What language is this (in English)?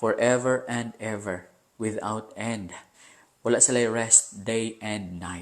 Cebuano